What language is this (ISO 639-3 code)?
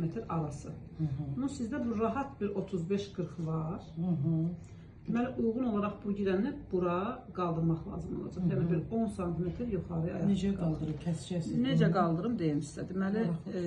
aze